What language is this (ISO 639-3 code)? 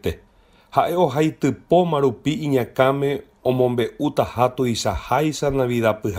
grn